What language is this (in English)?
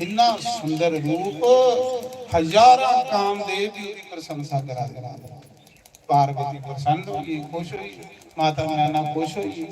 Dogri